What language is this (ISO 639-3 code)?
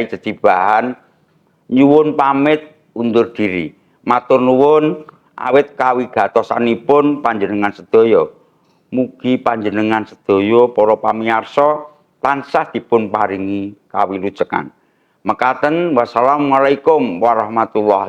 jav